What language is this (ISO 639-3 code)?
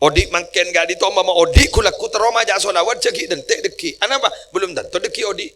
mad